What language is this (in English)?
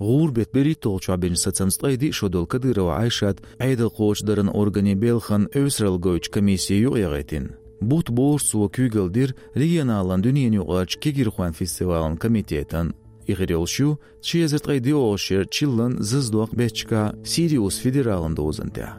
Chechen